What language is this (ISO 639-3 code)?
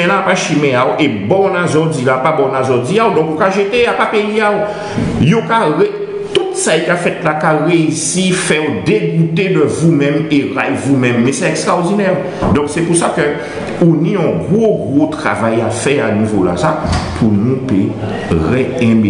gcf